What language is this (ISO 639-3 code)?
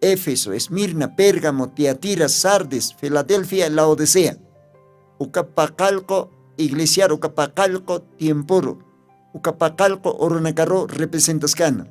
aym